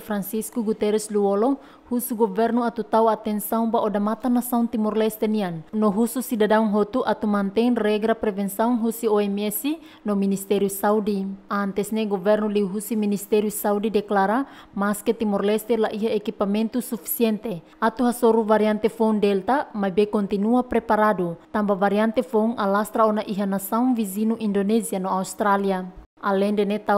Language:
Tetum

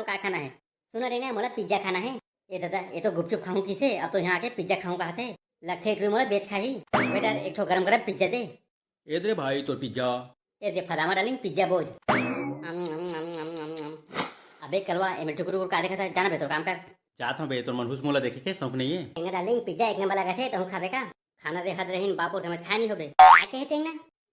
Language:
Chhattisgarhi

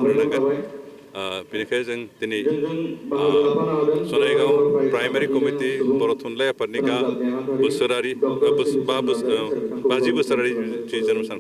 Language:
Bodo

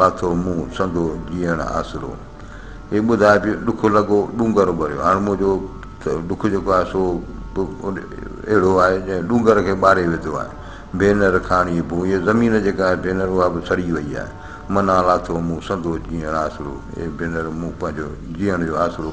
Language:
Sindhi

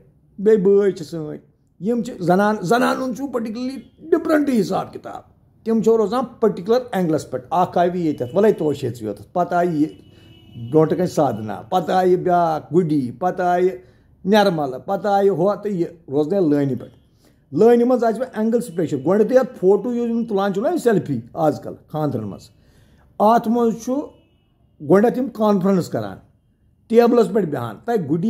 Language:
Kashmiri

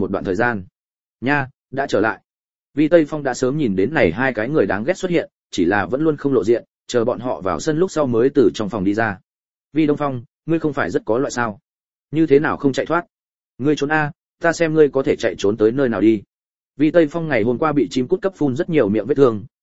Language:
Vietnamese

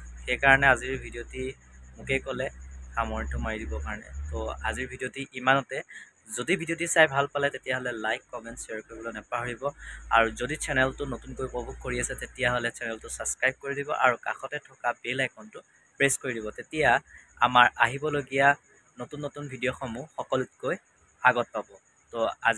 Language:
Assamese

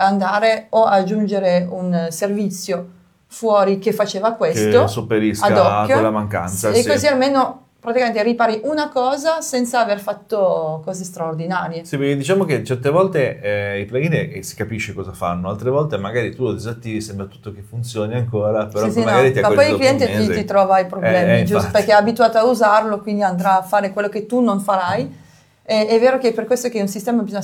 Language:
Italian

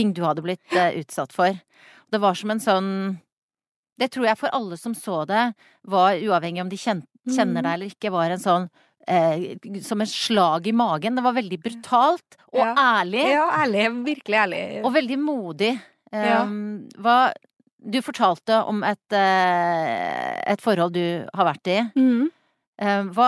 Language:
Norwegian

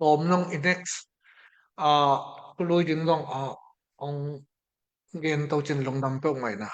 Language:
Tedim Chin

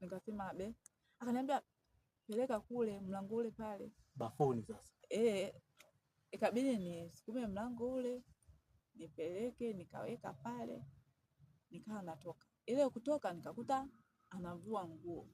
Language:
Swahili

